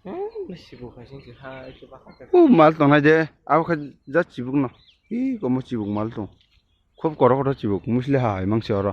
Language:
Kok Borok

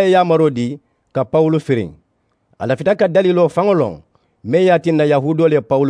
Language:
Mandingo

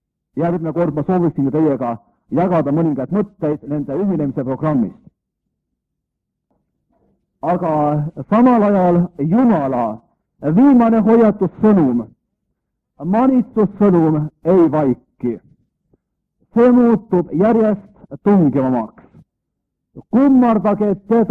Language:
Estonian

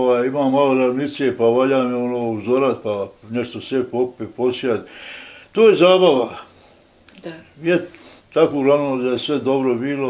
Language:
Bosnian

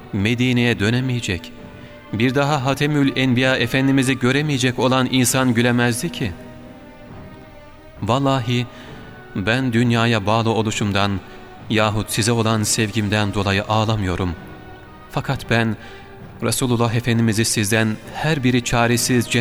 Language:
Turkish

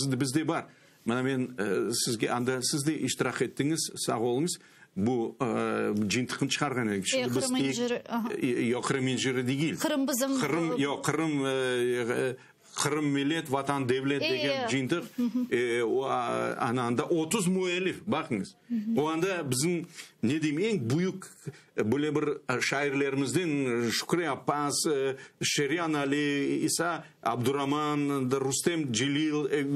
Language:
Crimean Tatar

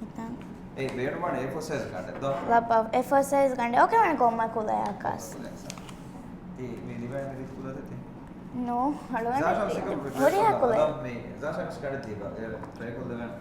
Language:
Divehi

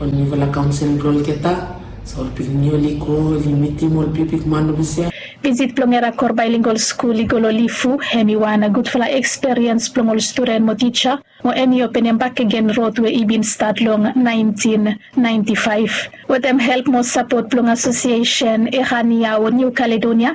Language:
Bislama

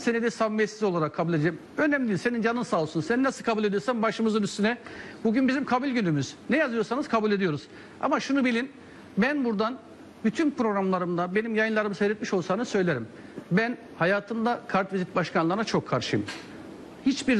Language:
Turkish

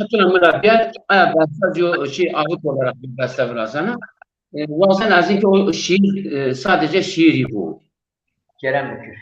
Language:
Zaza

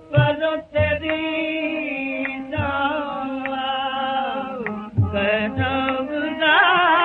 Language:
Hindi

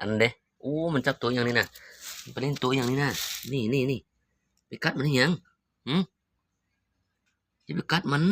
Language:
Lao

